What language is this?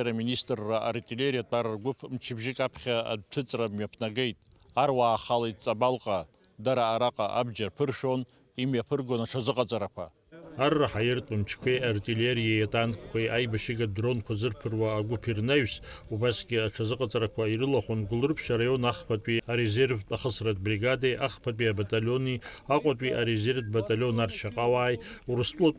Abkhazian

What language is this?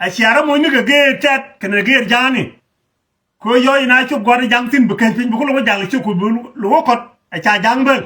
Nuer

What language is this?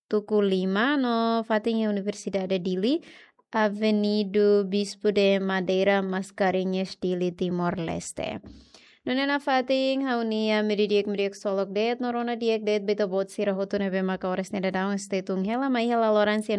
Tetum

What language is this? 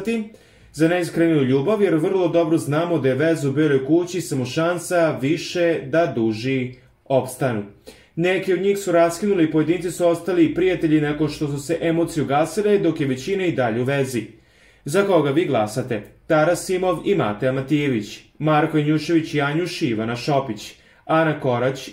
Serbian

